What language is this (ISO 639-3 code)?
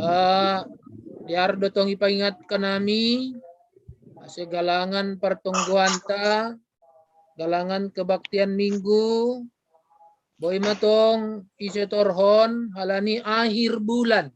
bts